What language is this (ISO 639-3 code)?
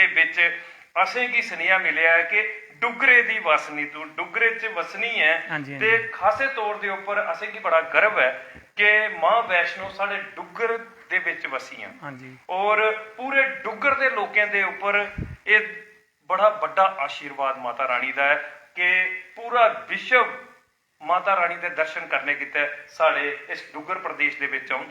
doi